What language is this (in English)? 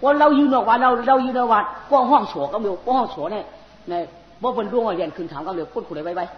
Shan